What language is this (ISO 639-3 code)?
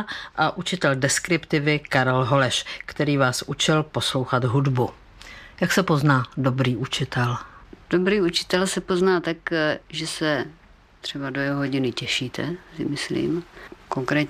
ces